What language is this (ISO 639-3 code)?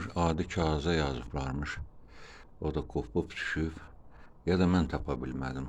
aze